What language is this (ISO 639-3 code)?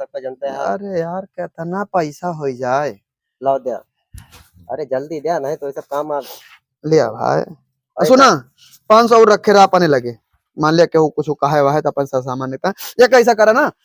awa